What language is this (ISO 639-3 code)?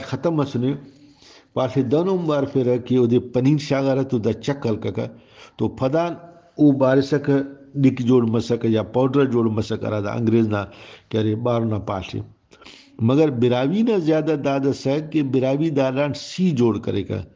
brh